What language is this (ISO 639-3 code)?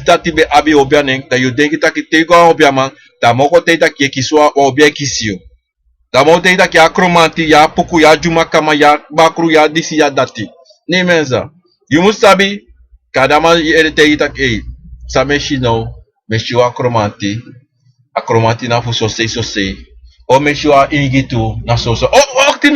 srn